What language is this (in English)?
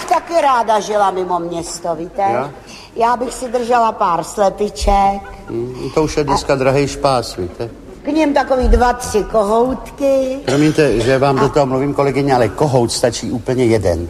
Czech